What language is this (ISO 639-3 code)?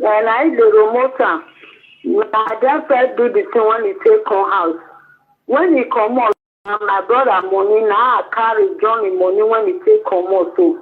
pcm